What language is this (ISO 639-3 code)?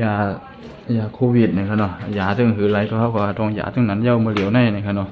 shn